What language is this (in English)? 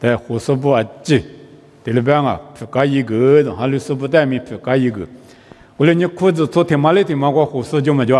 Lisu